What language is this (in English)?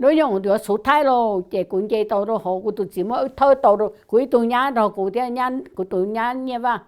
Hmong